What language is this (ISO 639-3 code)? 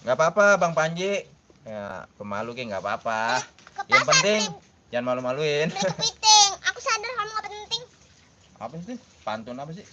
bew